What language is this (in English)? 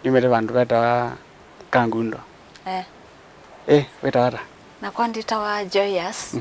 Kamba